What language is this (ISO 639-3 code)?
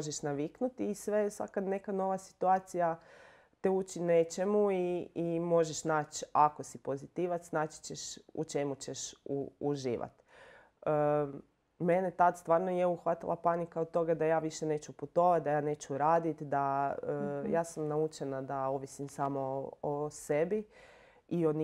hrv